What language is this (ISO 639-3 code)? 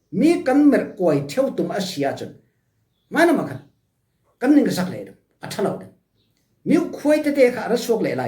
cfm